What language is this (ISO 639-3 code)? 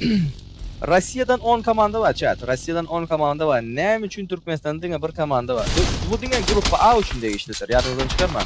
tuk